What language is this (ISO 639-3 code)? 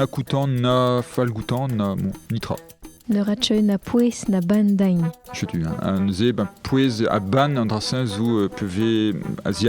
bre